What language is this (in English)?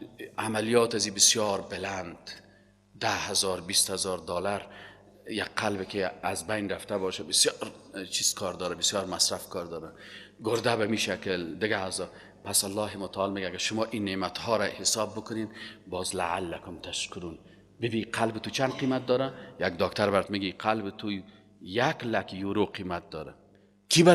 Persian